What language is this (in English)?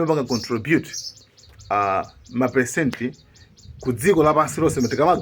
Nyanja